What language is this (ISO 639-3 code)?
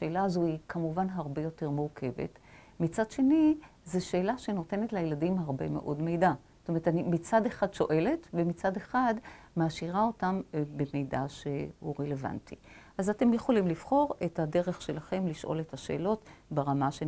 heb